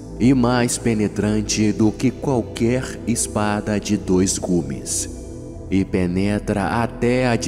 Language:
Portuguese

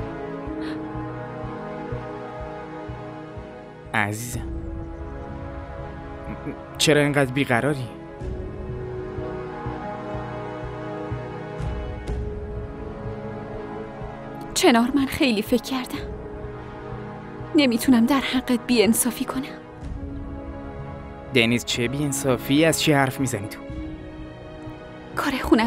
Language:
Persian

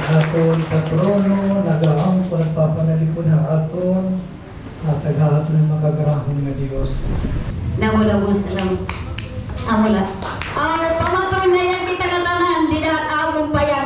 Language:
Waray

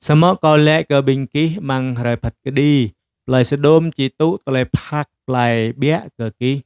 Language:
Jarai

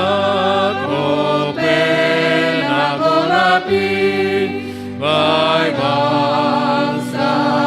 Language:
Batak Simalungun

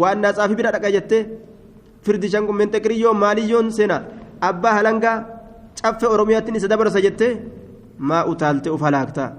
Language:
Oromo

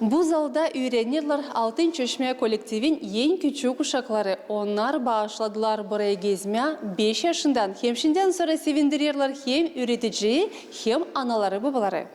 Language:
Gagauz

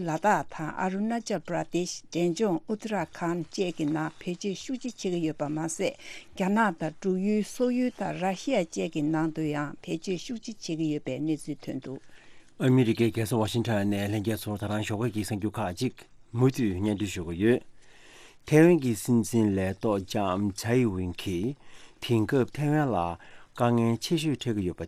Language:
Tibetan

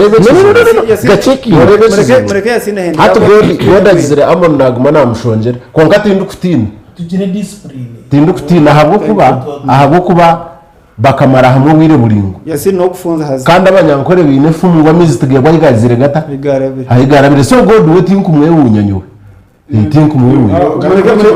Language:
Nyankole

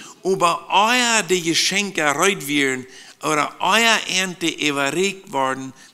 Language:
Plautdietsch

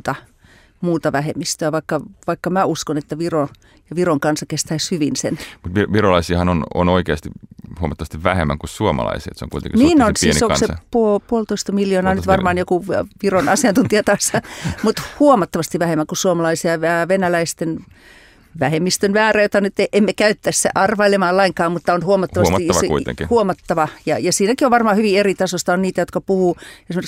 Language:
Finnish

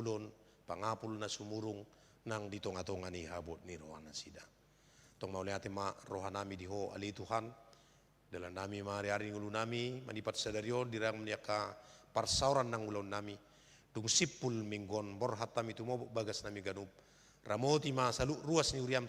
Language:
Batak Toba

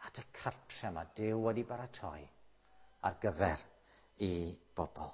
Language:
Welsh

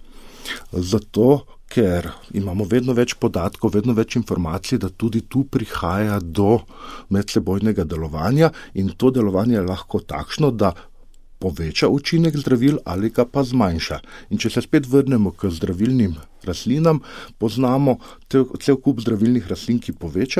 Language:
Slovenian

